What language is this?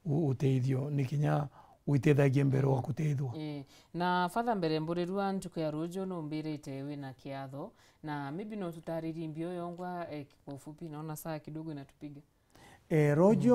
Meru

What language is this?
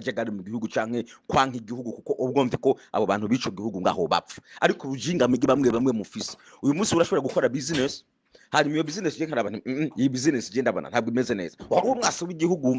Rundi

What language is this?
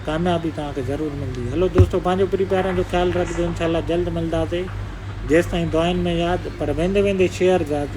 Sindhi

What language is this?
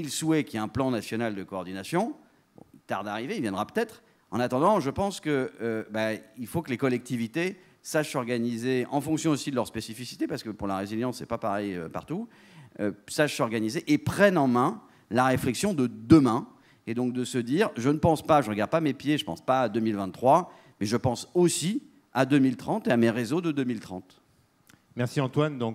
French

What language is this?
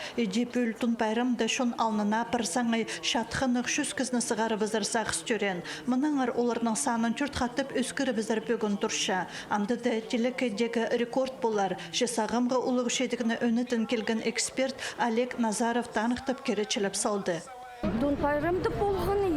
Khakas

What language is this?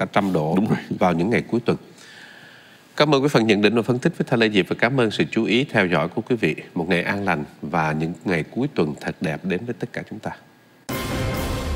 Vietnamese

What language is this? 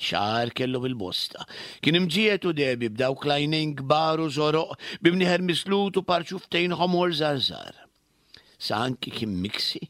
Maltese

